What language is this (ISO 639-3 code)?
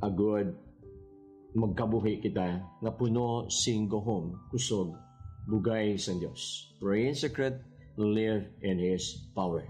hil